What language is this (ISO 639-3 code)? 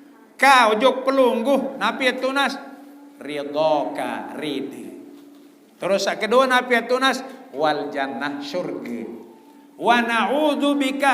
sas